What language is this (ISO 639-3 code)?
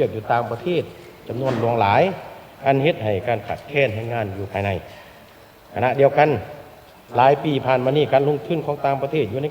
lao